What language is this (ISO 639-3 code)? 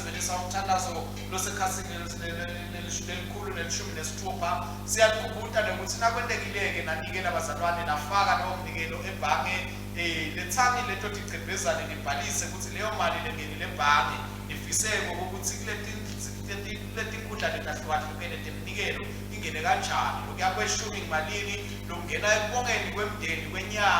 ssw